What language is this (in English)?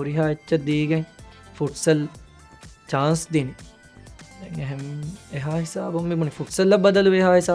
Divehi